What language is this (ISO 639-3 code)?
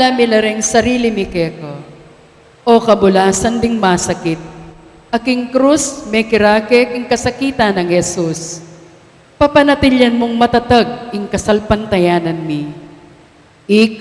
pam